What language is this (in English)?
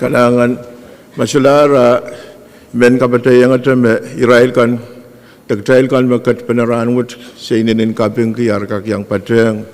Pohnpeian